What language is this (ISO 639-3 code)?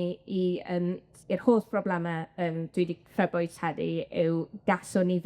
cym